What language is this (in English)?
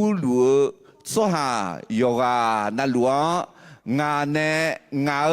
Akha